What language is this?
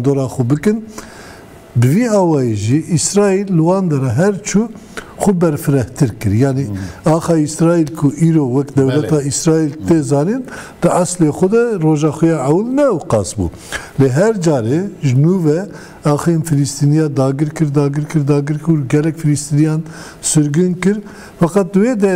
Kurdish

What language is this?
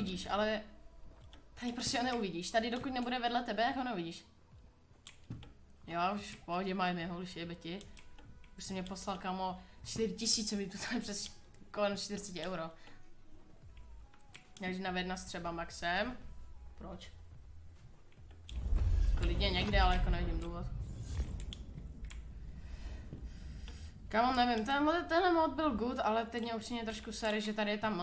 Czech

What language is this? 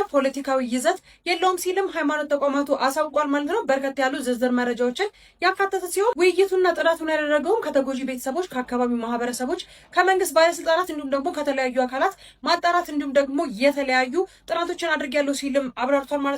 Amharic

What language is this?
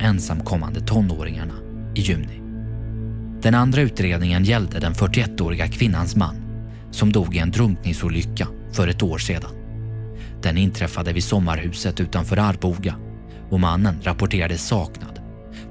Swedish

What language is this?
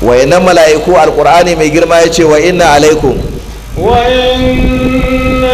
Hausa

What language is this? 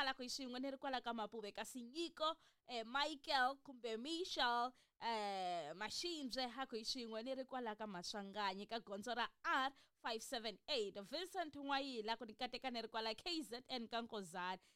Tsonga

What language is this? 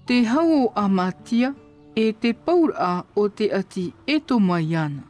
Tahitian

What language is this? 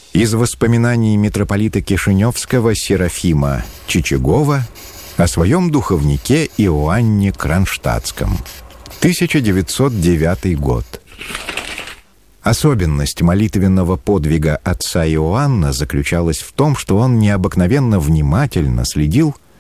Russian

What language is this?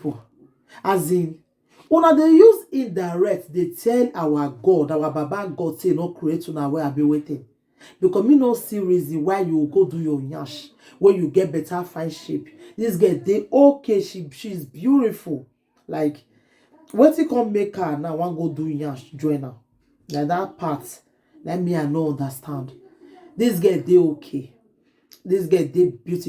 Nigerian Pidgin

